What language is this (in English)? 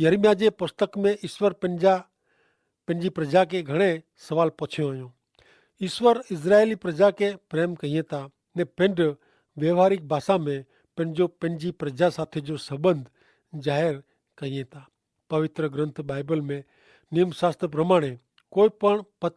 Kachhi